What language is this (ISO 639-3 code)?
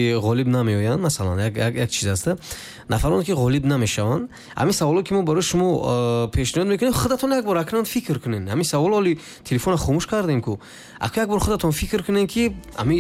tgk